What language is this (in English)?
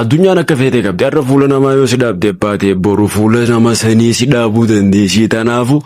Oromo